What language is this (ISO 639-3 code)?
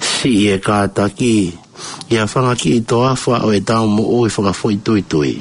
ton